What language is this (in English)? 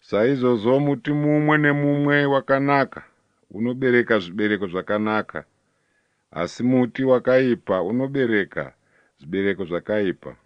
Shona